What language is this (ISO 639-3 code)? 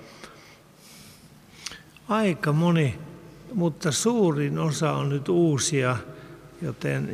fin